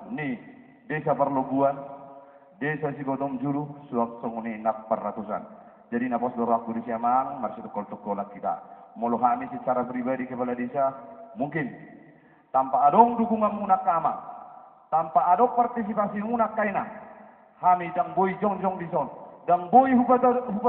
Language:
Batak Toba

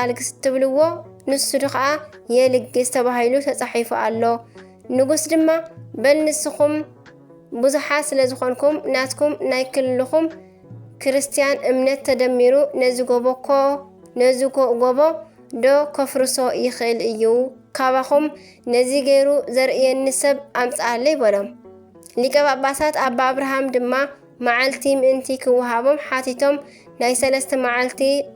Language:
Tigrinya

